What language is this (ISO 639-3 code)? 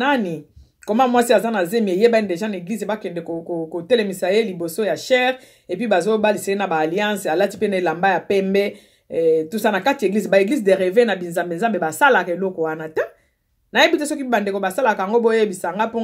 lin